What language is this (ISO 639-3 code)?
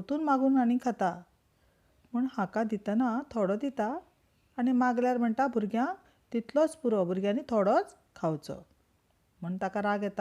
kok